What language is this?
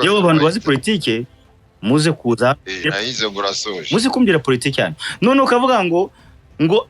Kinyarwanda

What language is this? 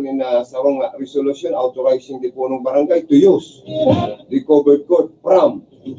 Bikol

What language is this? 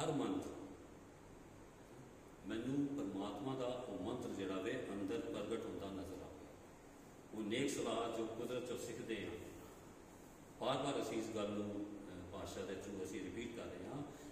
Punjabi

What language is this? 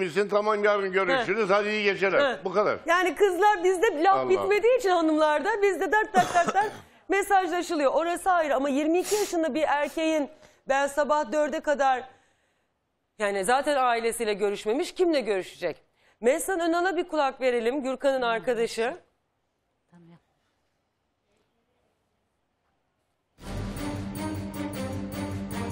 Turkish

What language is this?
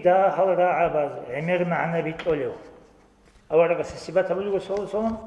Avaric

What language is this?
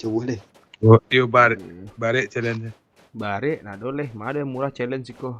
Minangkabau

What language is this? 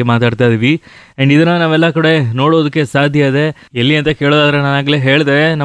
Kannada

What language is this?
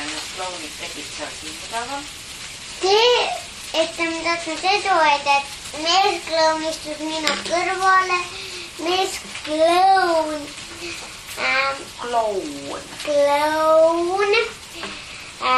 Estonian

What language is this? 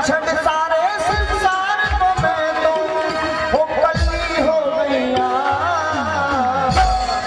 Bhojpuri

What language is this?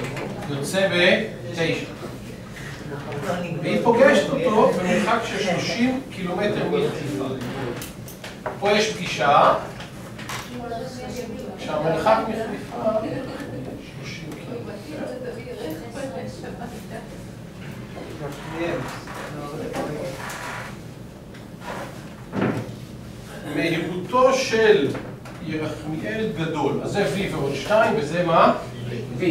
Hebrew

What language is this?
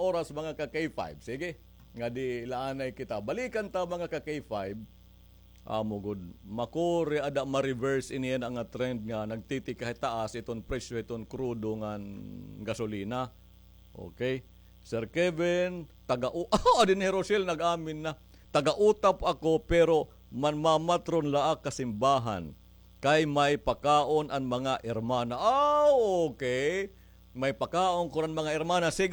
Waray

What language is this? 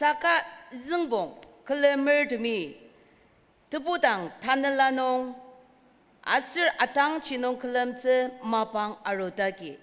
Ao Naga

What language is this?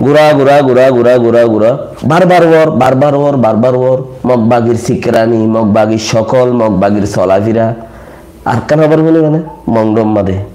Rohingya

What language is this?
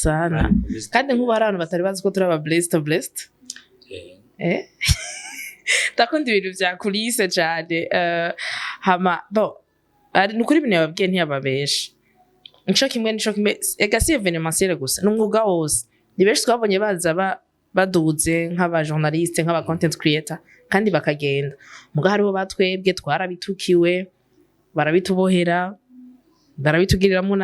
Rundi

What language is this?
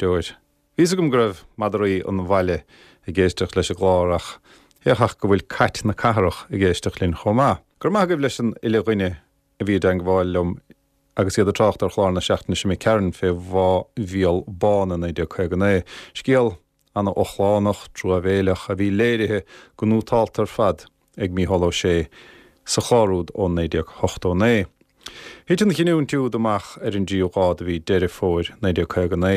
Irish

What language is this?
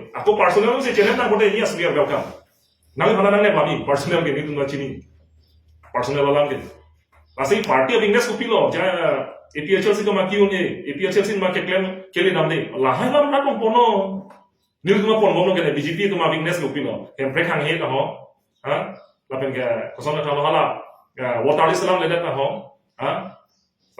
Karbi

